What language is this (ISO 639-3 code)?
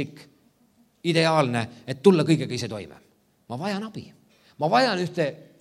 est